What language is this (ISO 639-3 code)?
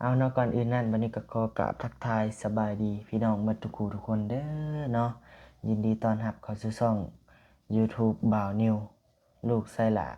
lao